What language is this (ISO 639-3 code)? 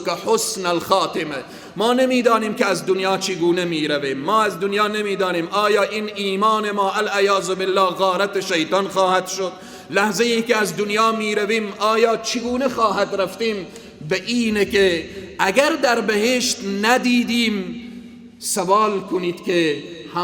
fas